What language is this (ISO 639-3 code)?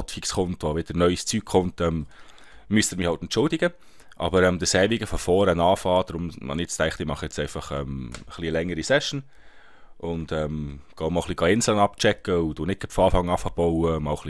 gsw